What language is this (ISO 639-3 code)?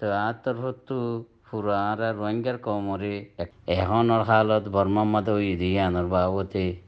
rhg